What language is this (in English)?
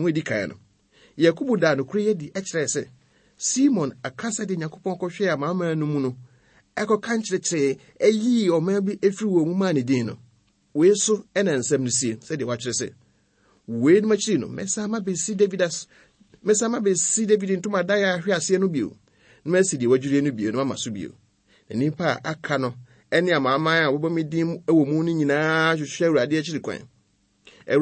Akan